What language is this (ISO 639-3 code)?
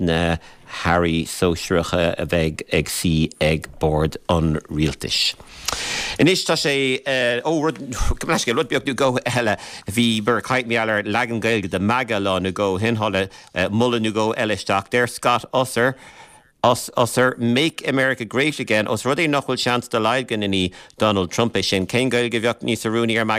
gle